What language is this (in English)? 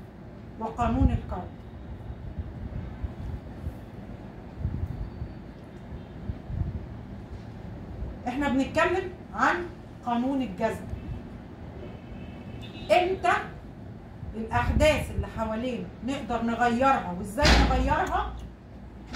Egyptian Arabic